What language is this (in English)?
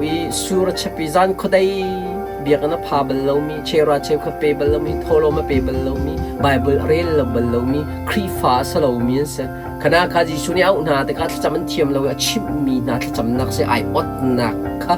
Hakha Chin